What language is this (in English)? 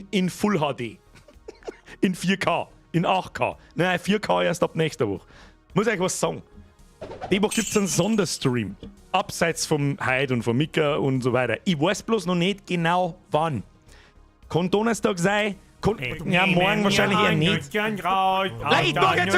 Bavarian